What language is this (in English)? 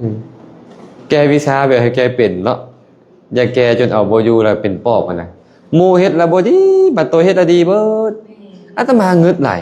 Lao